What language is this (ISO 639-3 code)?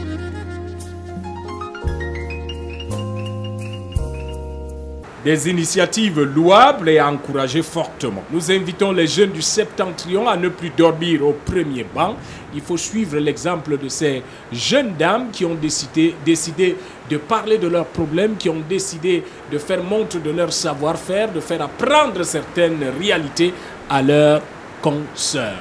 fra